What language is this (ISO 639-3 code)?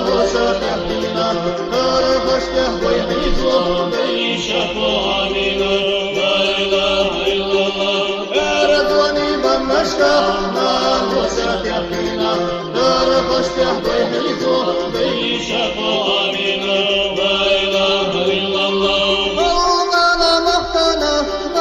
che